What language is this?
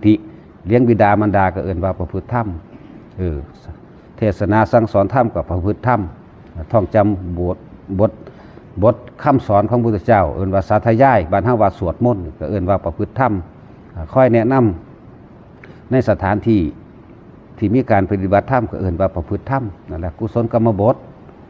Northeastern Thai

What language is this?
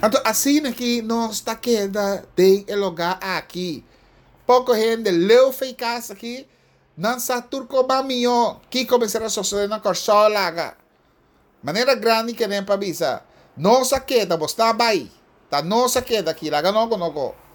Papiamento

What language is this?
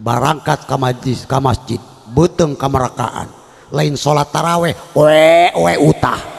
Sundanese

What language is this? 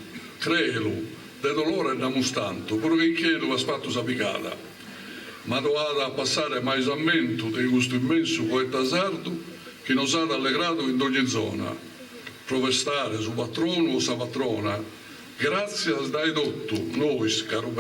Sardinian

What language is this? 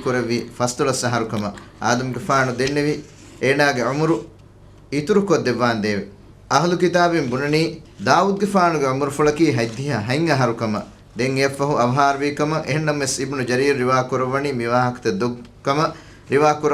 Divehi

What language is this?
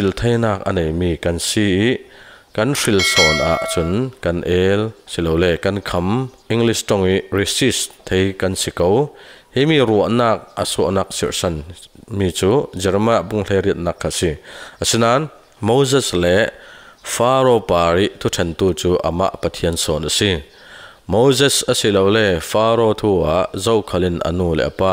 Falam Chin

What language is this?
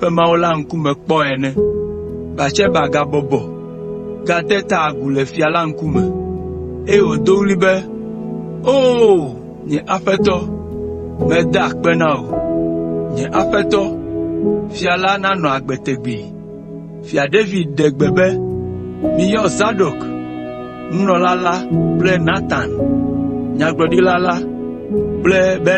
Ewe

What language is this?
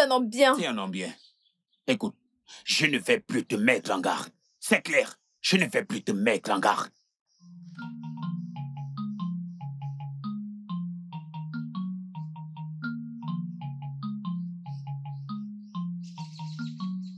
French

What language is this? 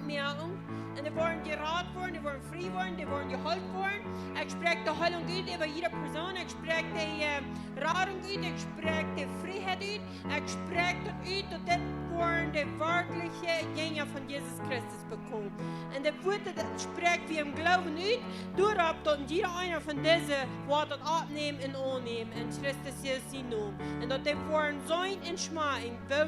Plautdietsch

